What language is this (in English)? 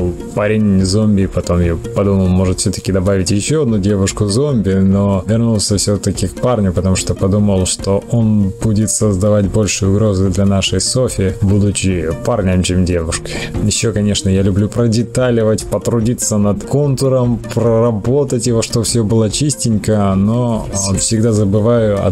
Russian